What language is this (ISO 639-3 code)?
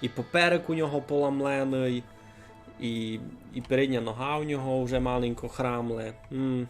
rue